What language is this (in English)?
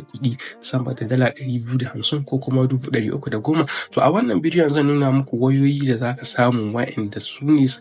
Hausa